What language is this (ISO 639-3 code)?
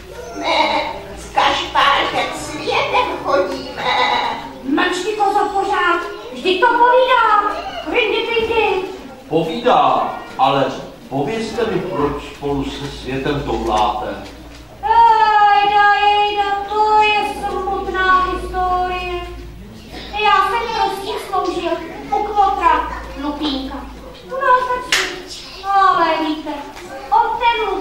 ces